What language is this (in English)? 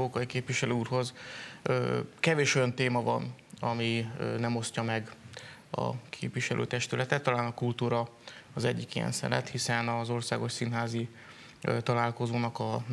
Hungarian